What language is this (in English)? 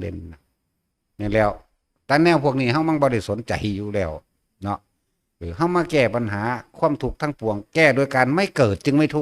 Northeastern Thai